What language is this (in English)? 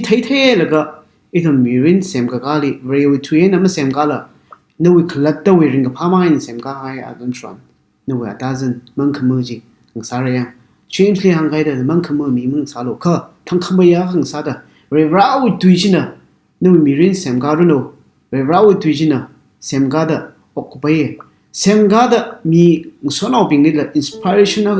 Tangkhul Naga (India)